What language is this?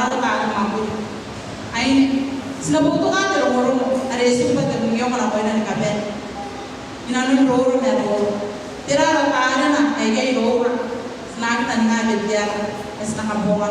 Gilbertese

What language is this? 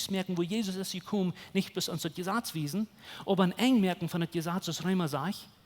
Plautdietsch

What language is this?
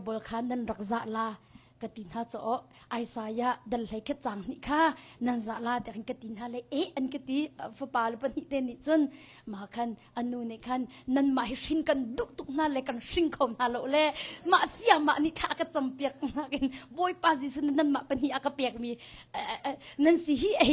Hakha Chin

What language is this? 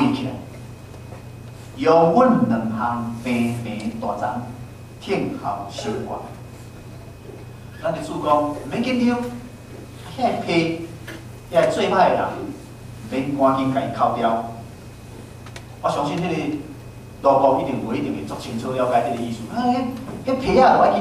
Min Nan Chinese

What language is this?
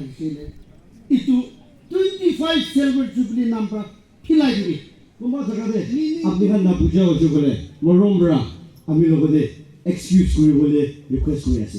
Naga Pidgin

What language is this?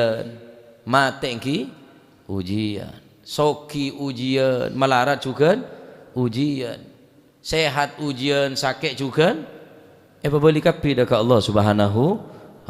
Madurese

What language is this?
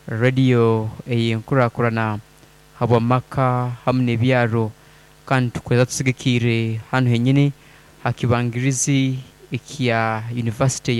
Nyoro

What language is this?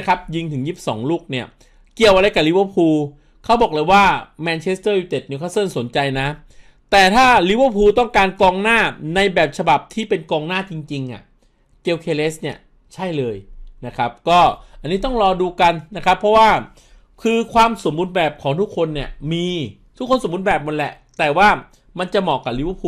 Thai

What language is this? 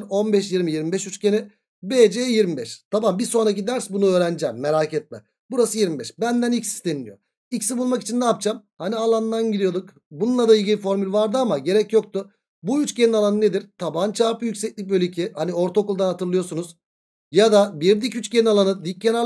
Turkish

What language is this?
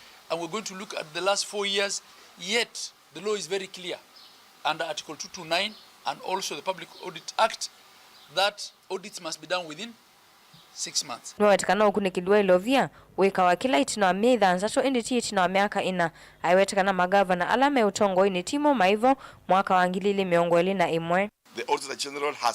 Kamba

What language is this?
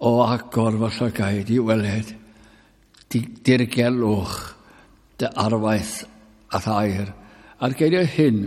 Welsh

